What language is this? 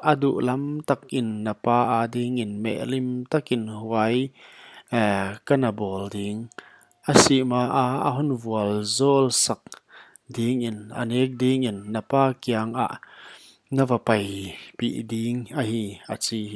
Paite Chin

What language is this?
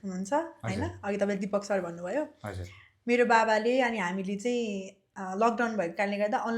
Nepali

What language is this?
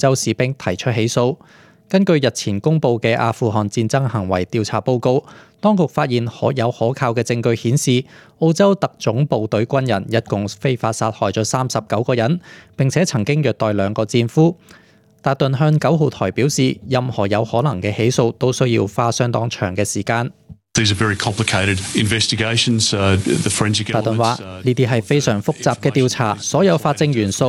Cantonese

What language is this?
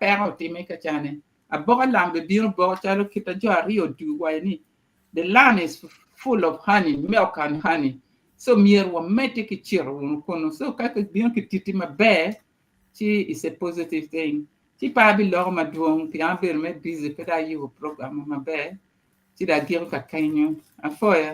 Acoli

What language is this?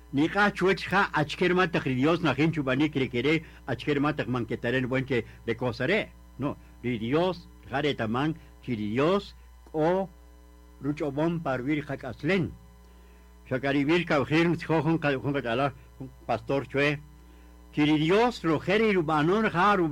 Kaqchikel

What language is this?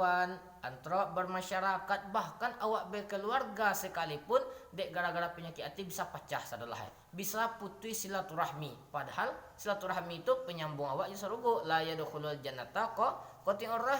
Minangkabau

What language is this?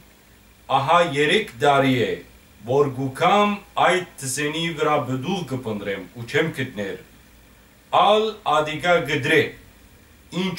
Western Armenian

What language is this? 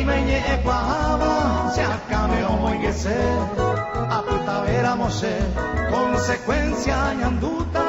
Guarani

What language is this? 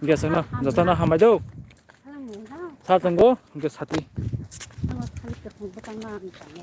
Kok Borok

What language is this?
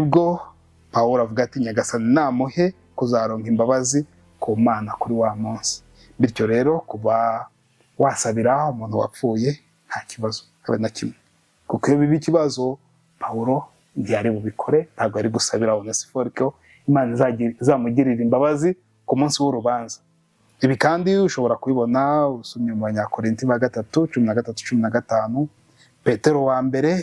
Kinyarwanda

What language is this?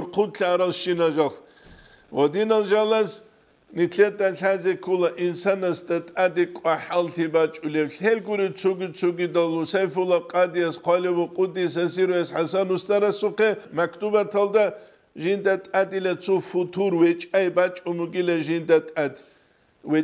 Avaric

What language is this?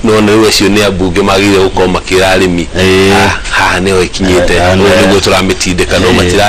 Kikuyu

